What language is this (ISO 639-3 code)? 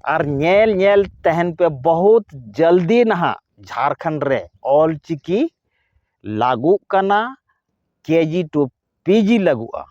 sat